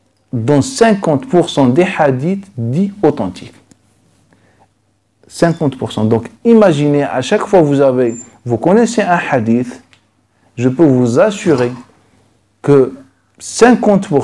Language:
French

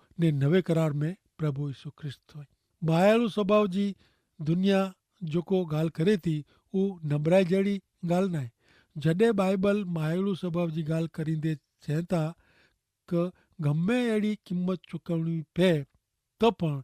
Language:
Kachhi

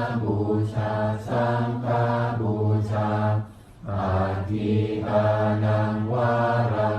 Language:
Pali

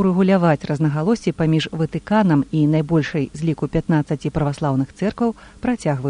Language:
Belarusian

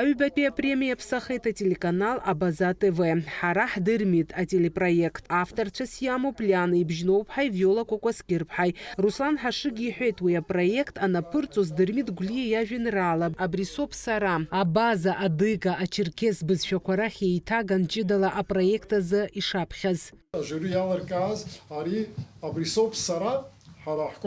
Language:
Abkhazian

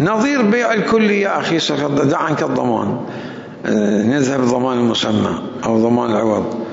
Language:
Mesopotamian Arabic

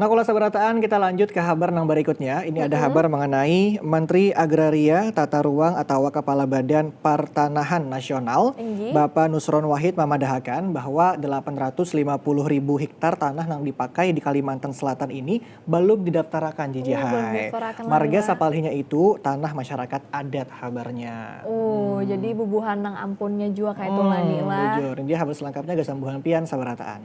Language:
Banjar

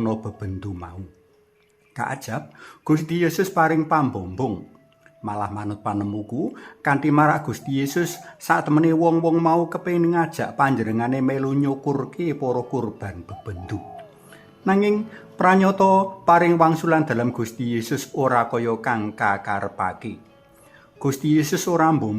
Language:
Javanese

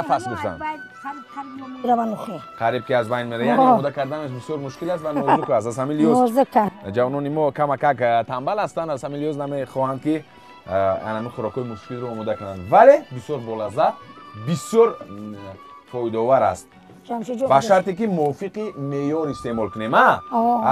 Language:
Tajik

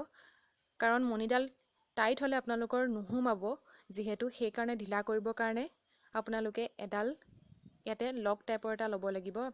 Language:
Assamese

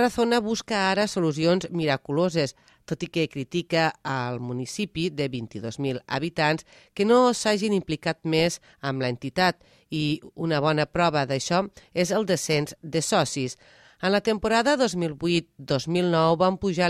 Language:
Catalan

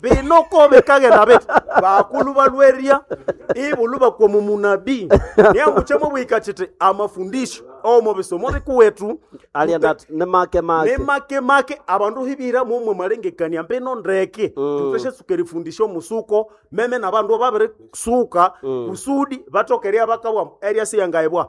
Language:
Nande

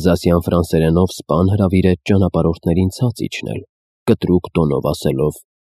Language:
Armenian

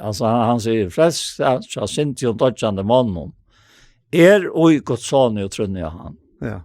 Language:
Faroese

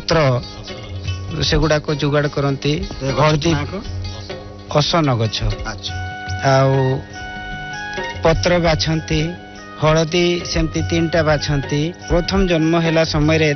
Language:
Odia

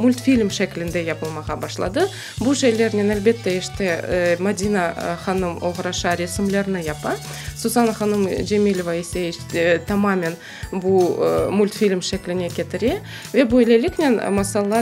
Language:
Crimean Tatar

